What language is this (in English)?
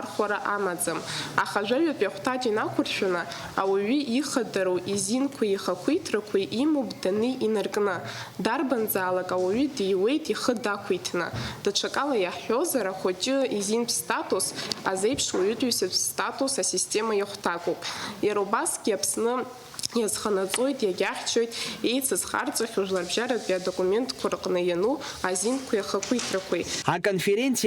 Abkhazian